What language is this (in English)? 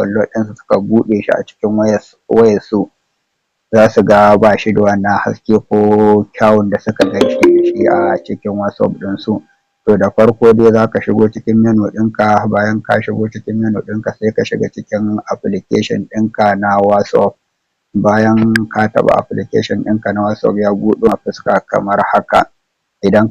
Hausa